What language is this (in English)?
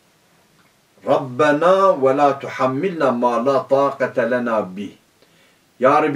Turkish